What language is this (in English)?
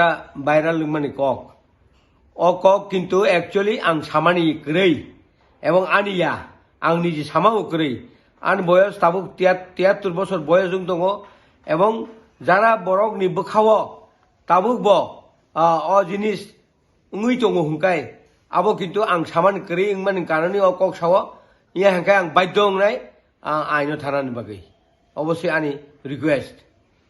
Kok Borok